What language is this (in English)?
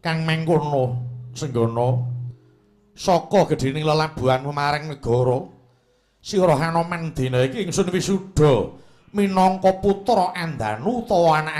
Javanese